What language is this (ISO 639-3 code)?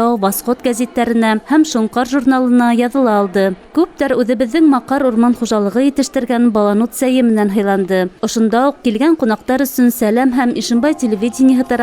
bak